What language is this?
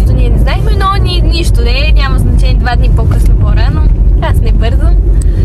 Bulgarian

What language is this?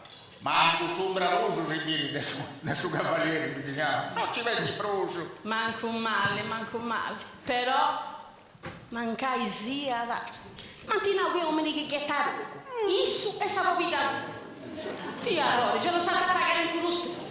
Sardinian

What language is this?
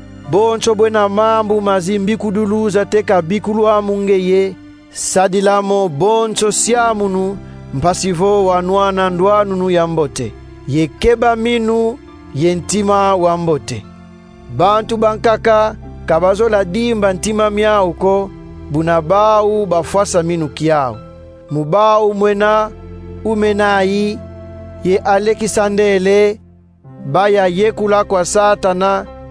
Kongo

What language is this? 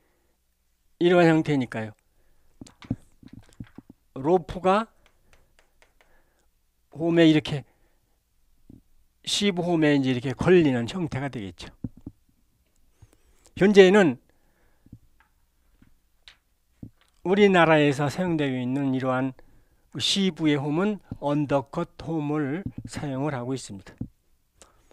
Korean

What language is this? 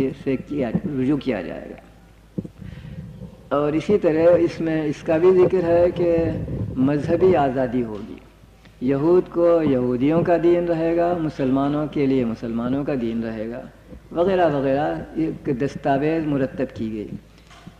Urdu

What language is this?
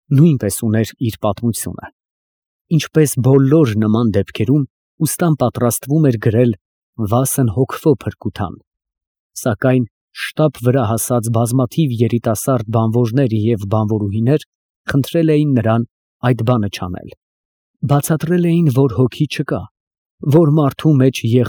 Armenian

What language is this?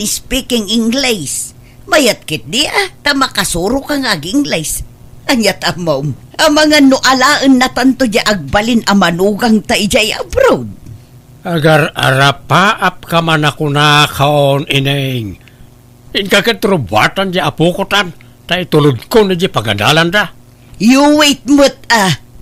Iloko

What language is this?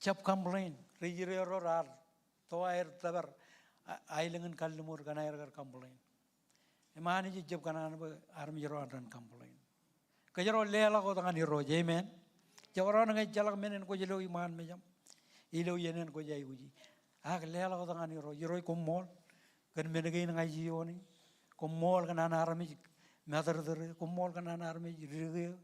Marshallese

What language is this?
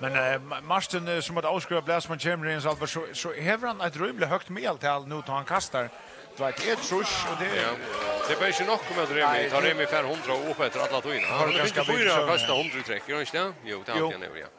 Faroese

